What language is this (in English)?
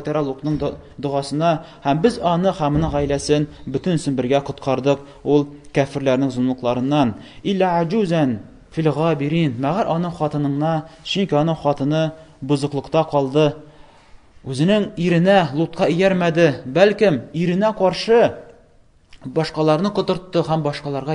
Tatar